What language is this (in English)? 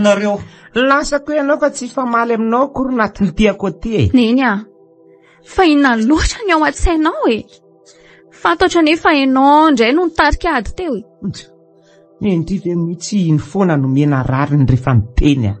Malagasy